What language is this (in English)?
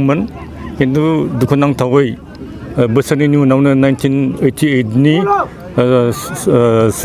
Bodo